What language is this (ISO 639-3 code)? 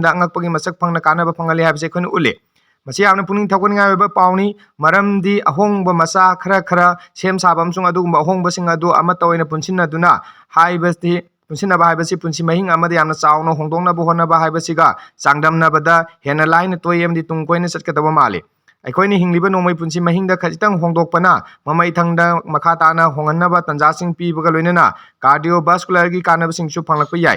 mni